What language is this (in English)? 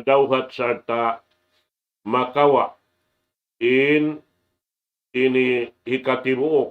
Tausug